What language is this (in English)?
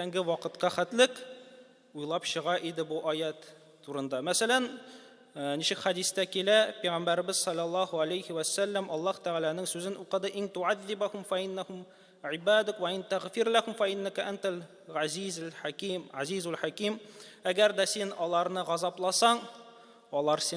Tatar